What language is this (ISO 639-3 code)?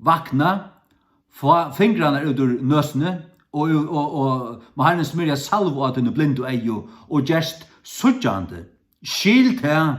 fao